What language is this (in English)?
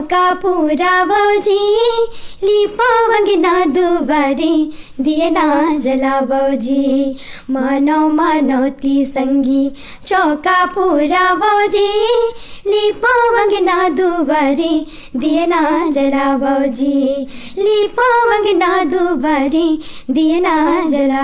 Chhattisgarhi